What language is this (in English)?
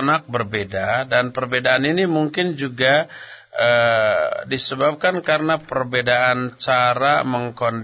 Indonesian